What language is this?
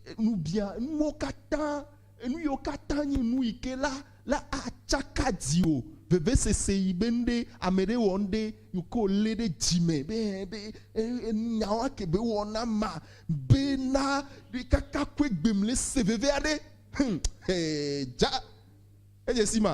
Ewe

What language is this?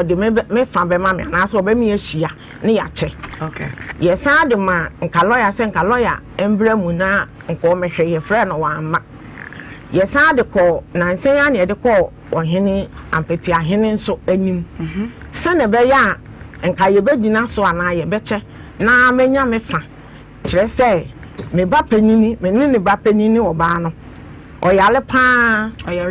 Akan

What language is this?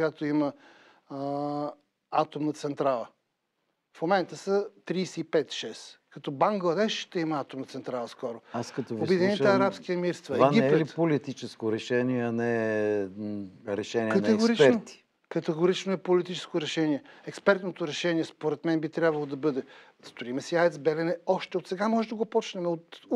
Bulgarian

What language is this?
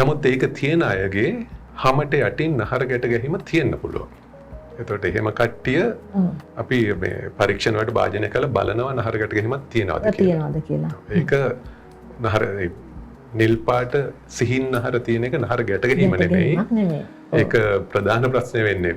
Sinhala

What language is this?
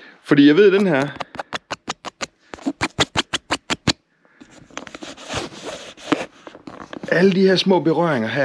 Danish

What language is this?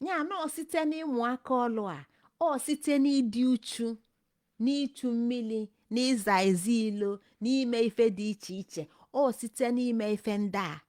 Igbo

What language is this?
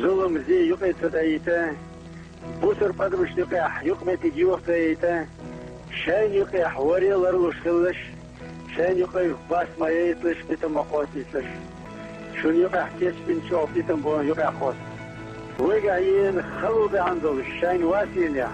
Chechen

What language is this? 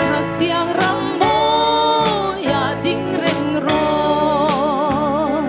Mizo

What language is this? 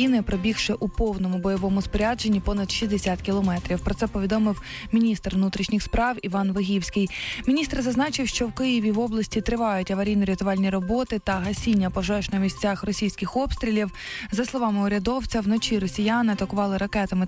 Ukrainian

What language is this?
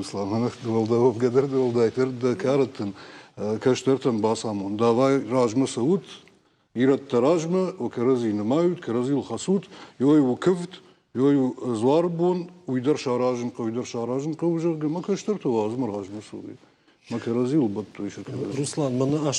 Ossetic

